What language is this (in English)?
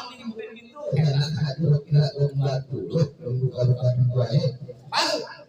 Betawi